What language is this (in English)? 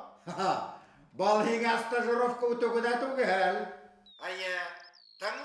Bashkir